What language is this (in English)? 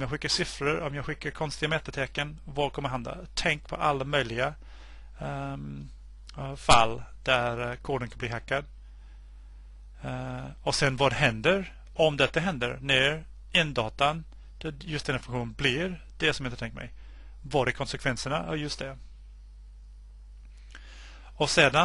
Swedish